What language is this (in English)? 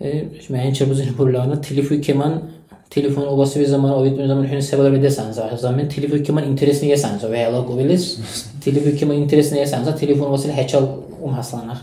Dargwa